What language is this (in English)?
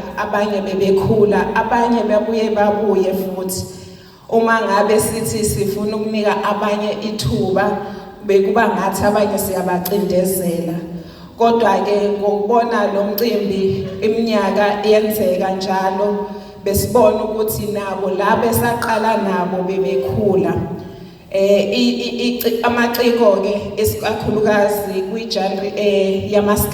Zulu